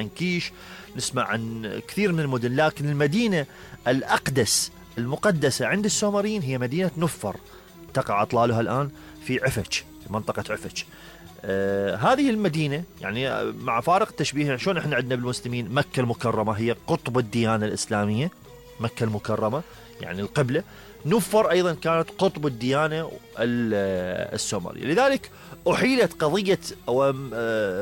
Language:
Mesopotamian Arabic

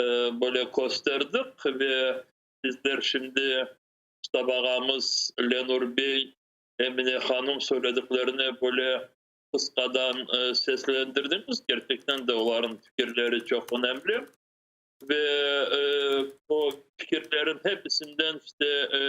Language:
Crimean Tatar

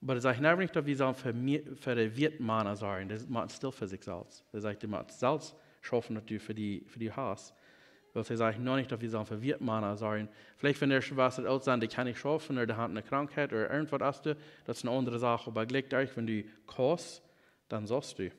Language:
Plautdietsch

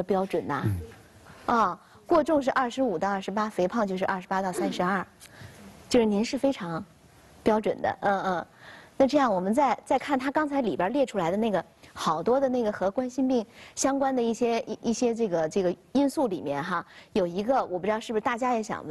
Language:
Chinese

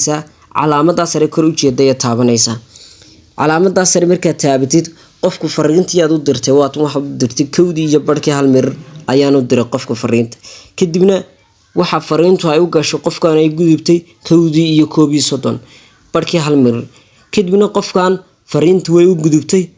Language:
Somali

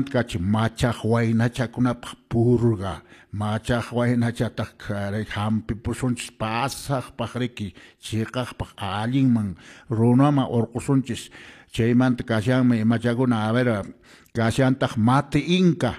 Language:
Quechua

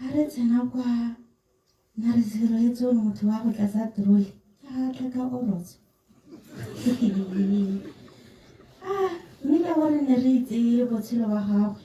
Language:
Tswana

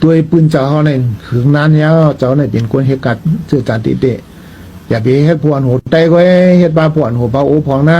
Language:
Shan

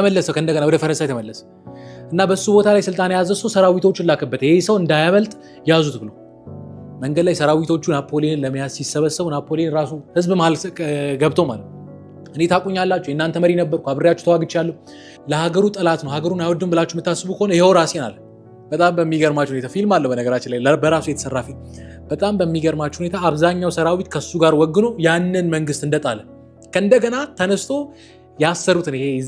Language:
Amharic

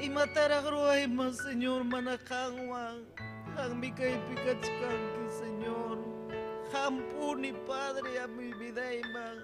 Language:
Ayacucho Quechua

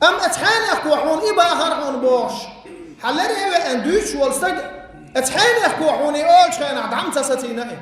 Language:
Chechen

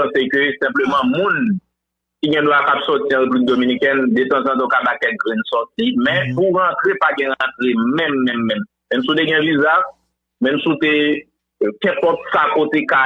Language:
Haitian Creole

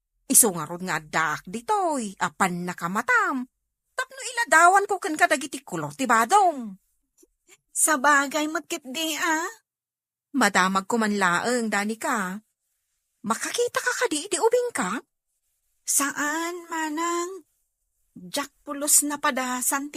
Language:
Iloko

